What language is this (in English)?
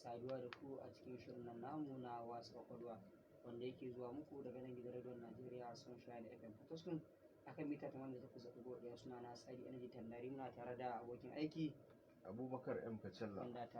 Hausa